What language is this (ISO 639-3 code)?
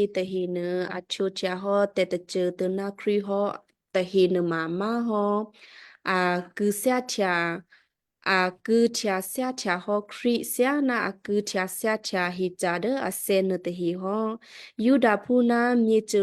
kyu